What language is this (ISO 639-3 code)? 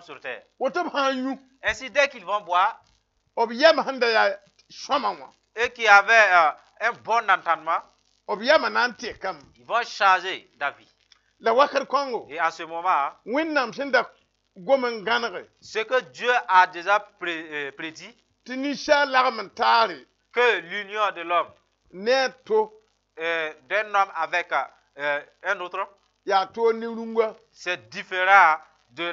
mos